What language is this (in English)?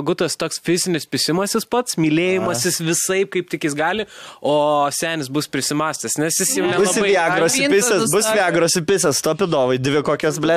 Lithuanian